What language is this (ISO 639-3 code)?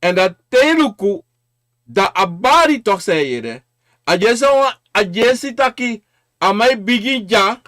srn